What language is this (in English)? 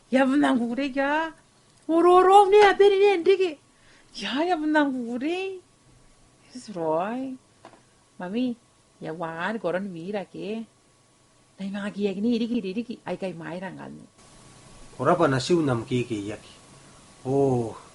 Gilbertese